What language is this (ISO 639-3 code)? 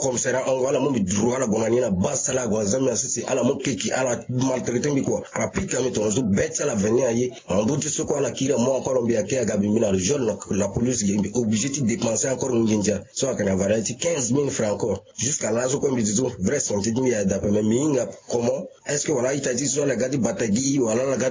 sag